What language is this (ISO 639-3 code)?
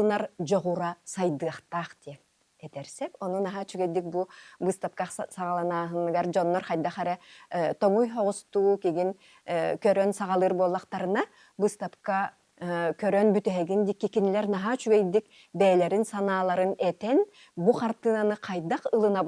sah